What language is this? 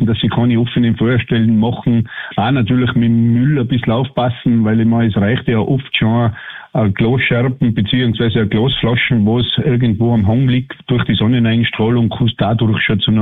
German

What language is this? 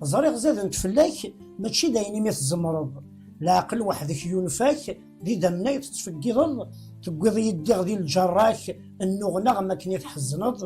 Kabyle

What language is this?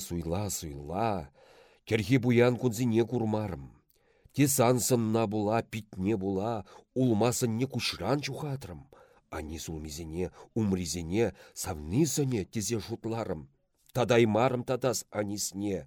Chuvash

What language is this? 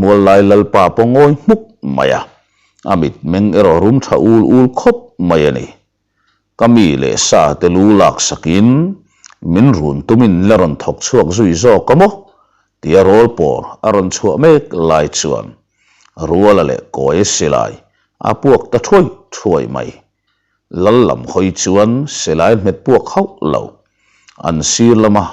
Mizo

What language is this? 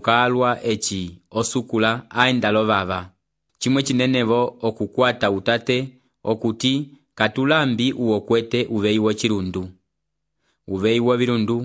Umbundu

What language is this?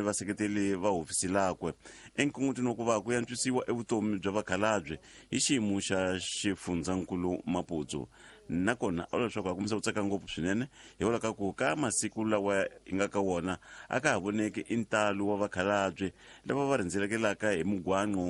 Tsonga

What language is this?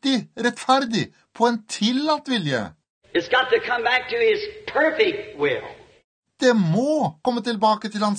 Norwegian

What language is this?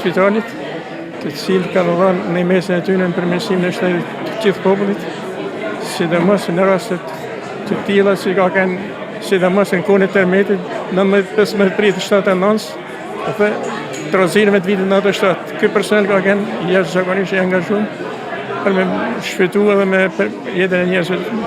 Albanian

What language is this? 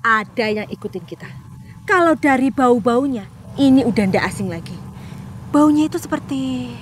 Betawi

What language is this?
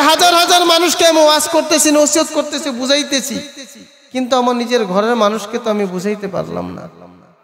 Bangla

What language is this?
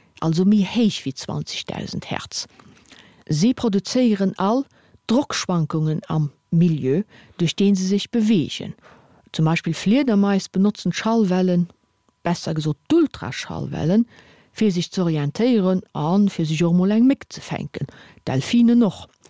Luxembourgish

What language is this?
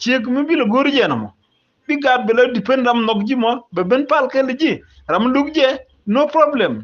Nuer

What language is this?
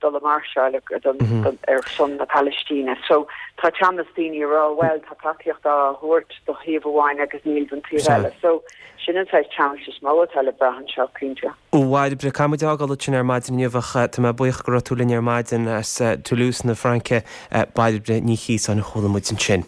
Irish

